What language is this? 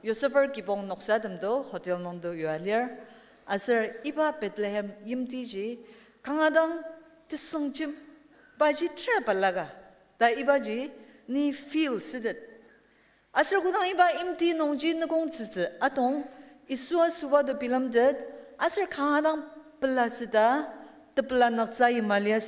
Ao Naga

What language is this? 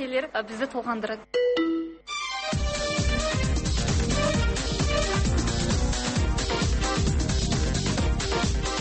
Kazakh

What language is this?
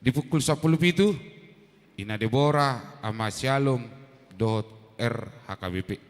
Batak Toba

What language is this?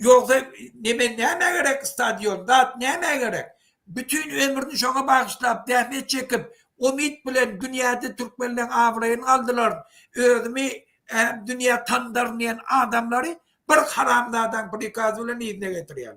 Turkmen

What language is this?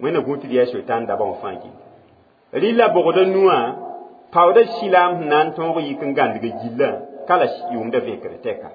Mossi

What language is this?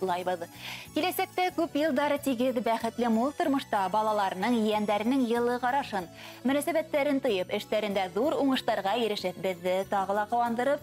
Bashkir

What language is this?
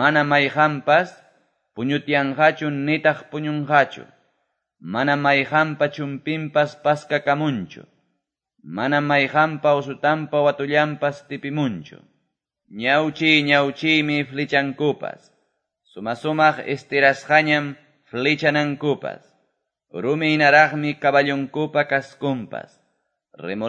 Quechua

